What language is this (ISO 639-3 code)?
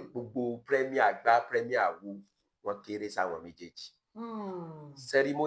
yor